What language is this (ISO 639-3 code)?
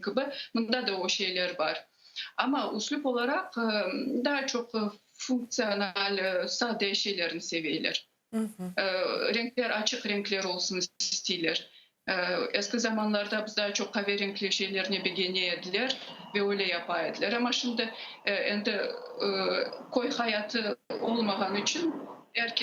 crh